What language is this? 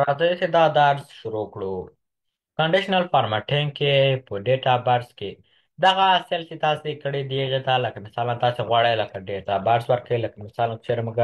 Pashto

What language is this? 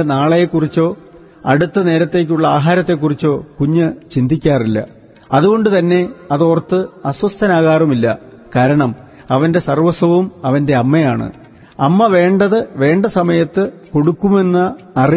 Malayalam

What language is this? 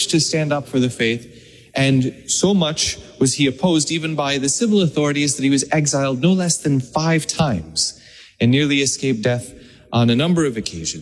English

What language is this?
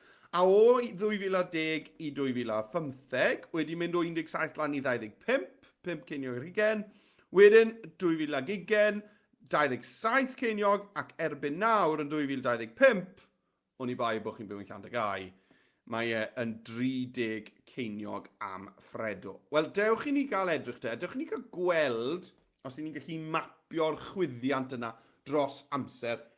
Welsh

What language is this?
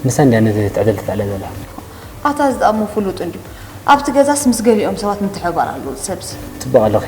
Tigrinya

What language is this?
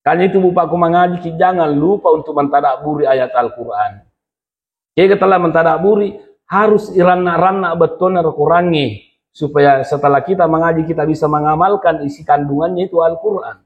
Buginese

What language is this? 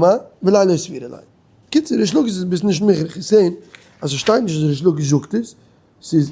Yiddish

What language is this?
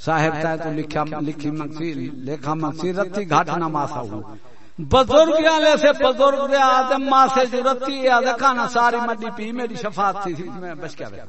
Saraiki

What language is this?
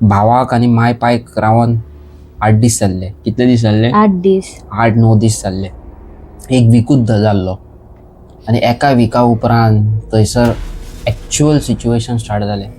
Konkani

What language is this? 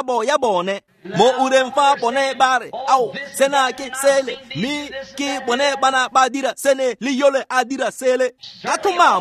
Tswana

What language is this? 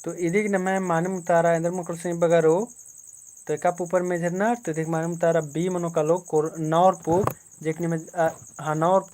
Kurukh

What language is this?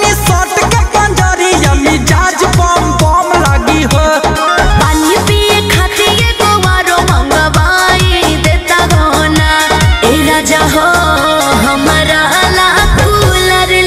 Bhojpuri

